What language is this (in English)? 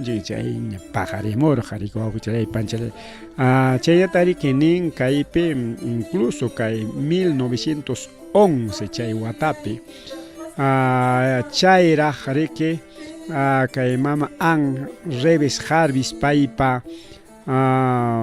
Ayacucho Quechua